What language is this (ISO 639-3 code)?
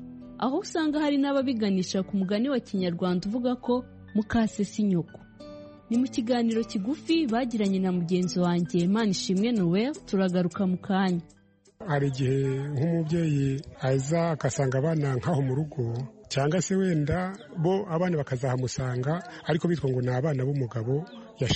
kin